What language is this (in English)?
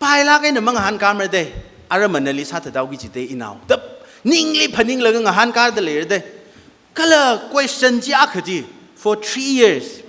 Tangkhul Naga (India)